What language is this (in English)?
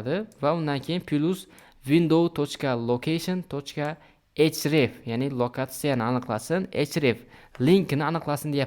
Uzbek